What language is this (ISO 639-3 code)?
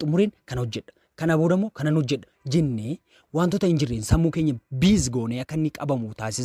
orm